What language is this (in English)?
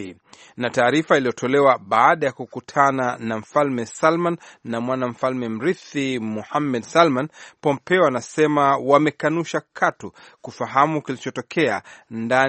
Swahili